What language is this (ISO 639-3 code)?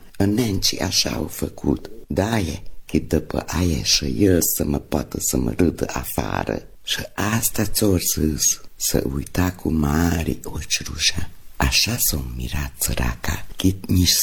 ron